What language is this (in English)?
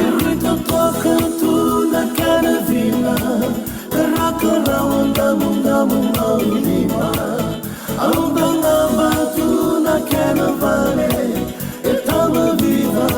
Fijian